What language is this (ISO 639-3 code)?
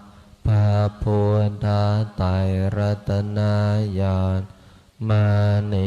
pli